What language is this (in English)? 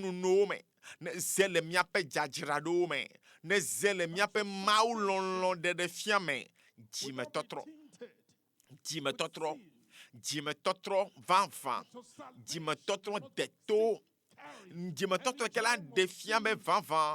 Ewe